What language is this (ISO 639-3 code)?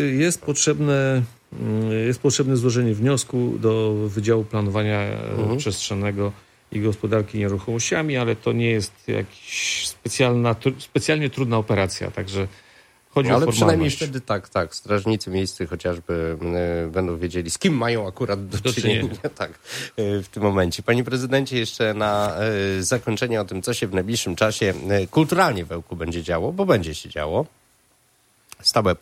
pol